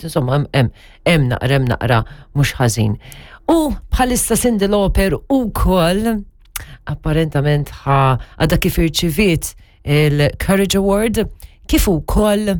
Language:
Maltese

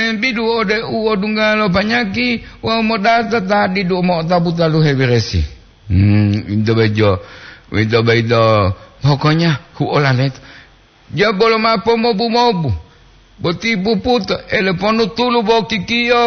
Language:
Gorontalo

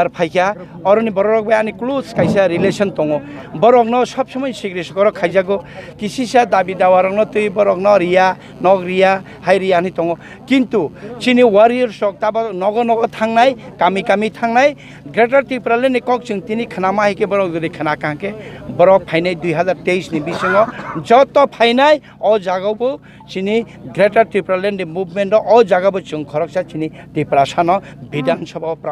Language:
Kok Borok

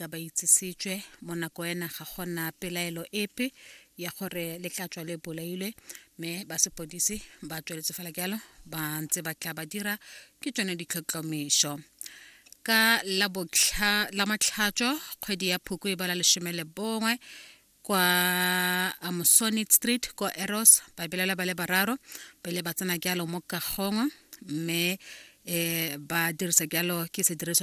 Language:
Tswana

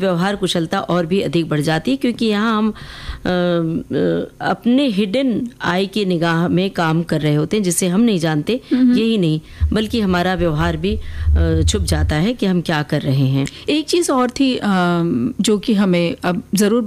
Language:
Hindi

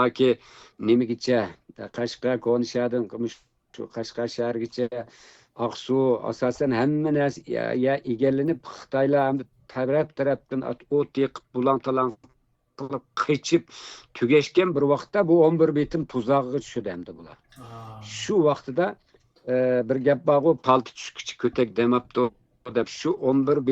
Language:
Uyghur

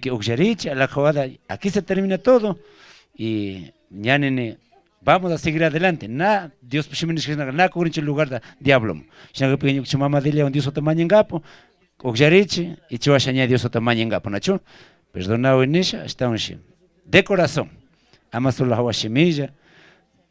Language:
Chimborazo Highland Quichua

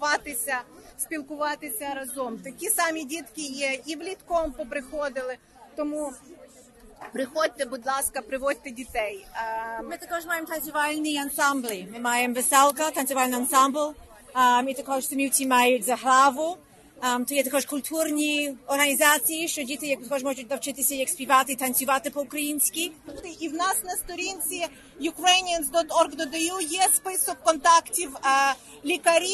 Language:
Ukrainian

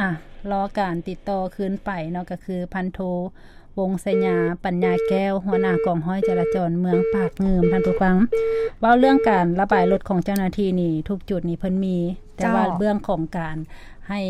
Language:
Lao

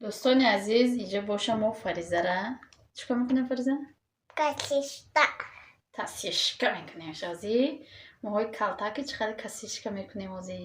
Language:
Tajik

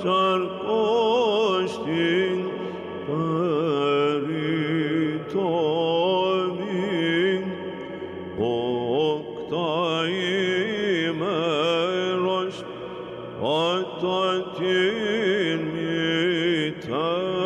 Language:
Greek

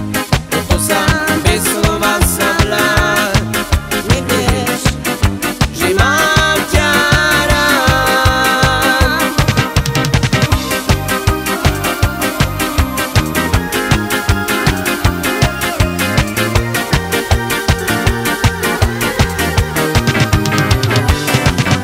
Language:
Slovak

